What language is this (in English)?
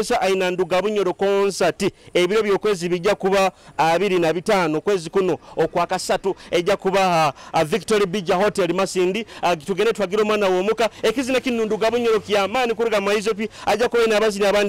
Nyoro